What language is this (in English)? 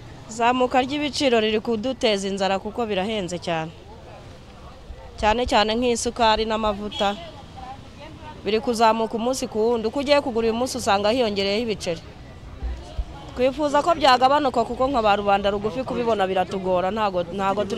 Kinyarwanda